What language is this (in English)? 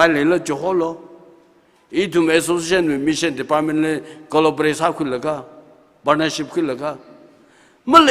Tangkhul Naga (India)